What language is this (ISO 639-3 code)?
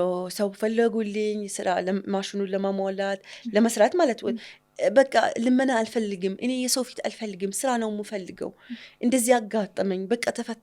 amh